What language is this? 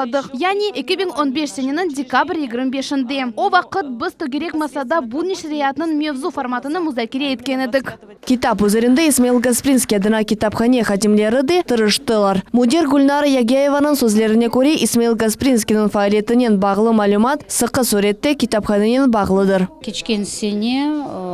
Crimean Tatar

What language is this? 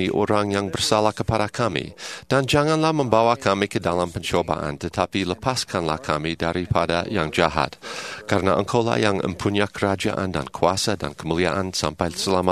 Indonesian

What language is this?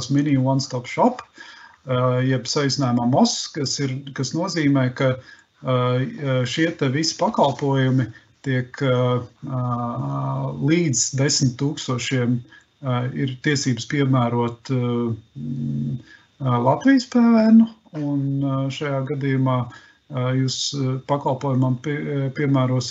Latvian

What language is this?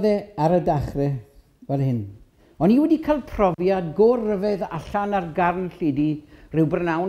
Welsh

